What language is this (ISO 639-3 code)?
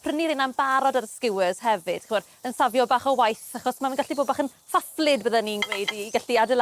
cym